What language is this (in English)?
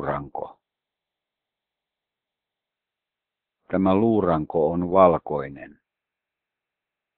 Finnish